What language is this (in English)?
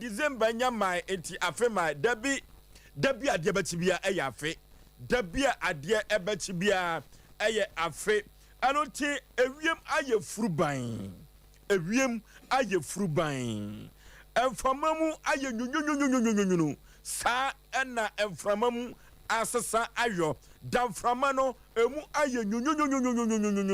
Akan